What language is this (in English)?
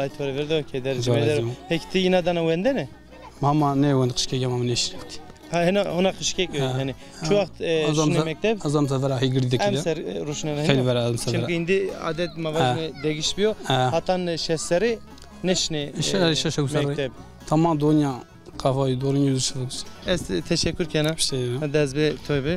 Zaza